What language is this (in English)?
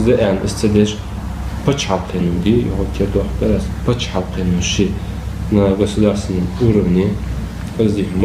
Ingush